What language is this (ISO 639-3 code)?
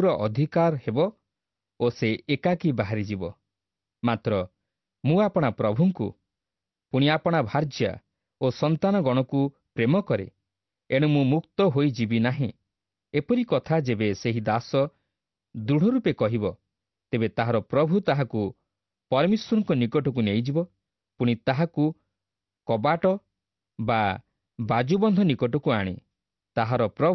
ori